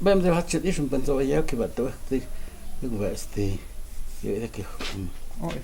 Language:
Totontepec Mixe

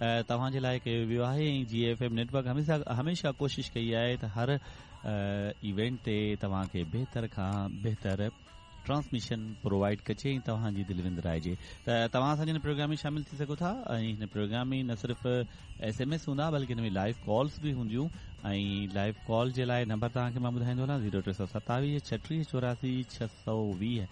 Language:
Sindhi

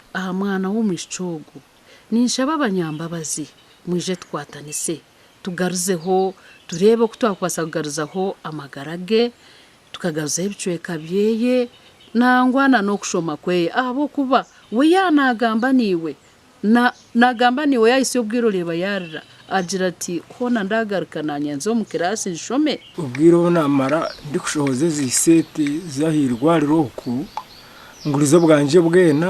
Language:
Nyankole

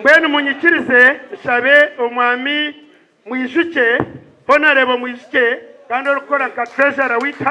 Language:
Nyankole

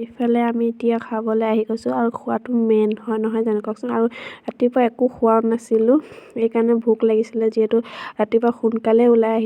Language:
Assamese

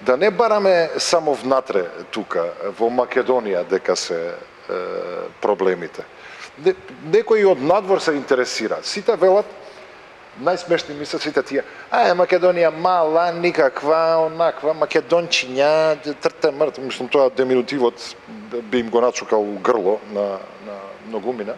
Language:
Macedonian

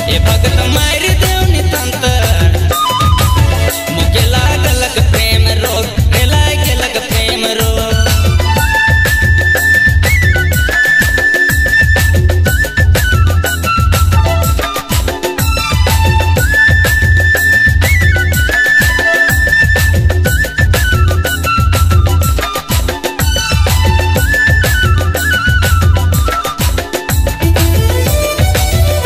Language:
Sadri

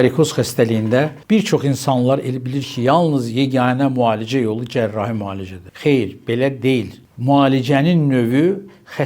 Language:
Azerbaijani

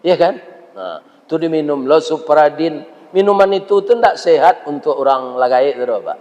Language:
Minangkabau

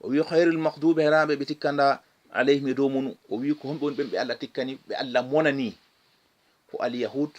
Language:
Fula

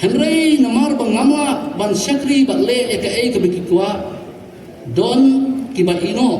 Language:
Khasi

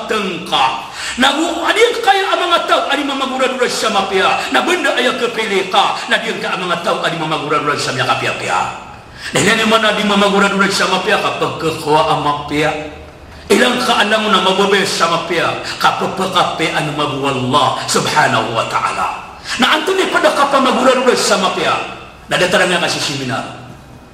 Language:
Maranao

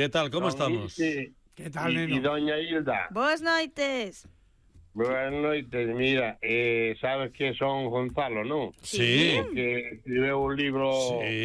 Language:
Galician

